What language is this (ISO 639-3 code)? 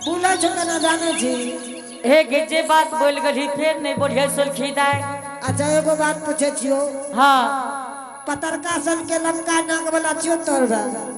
anp